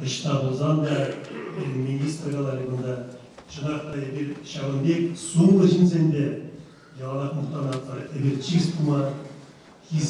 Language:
Chuvash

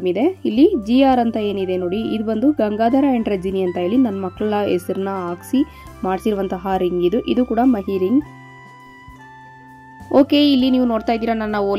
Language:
Kannada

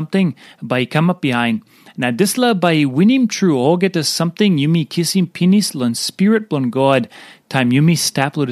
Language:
Tok Pisin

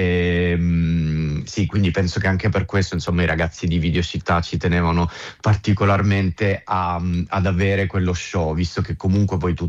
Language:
Italian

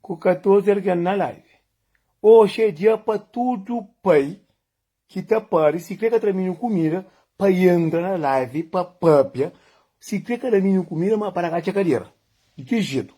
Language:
Kabuverdianu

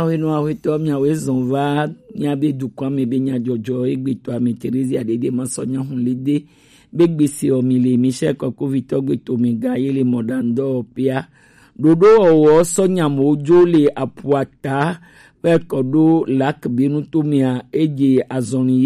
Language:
Gen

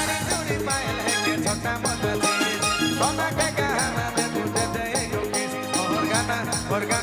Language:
Sadri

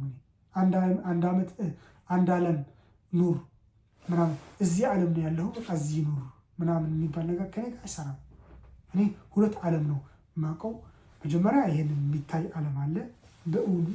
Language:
Amharic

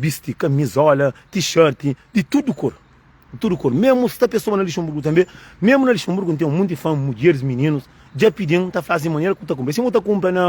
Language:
Kabuverdianu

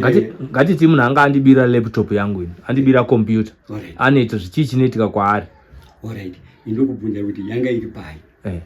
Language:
Shona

